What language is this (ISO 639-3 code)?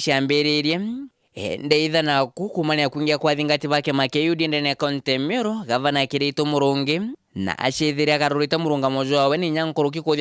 mer